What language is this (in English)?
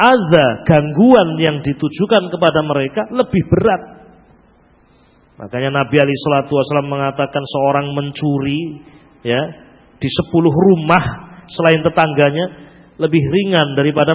Indonesian